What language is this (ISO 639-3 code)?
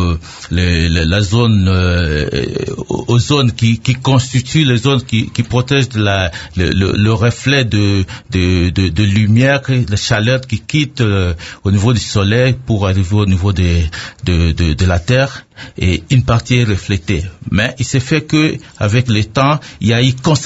fra